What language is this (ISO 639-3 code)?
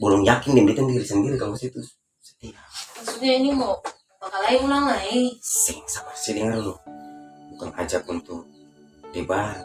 abs